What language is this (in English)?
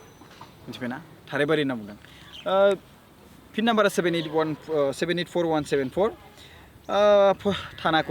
Bodo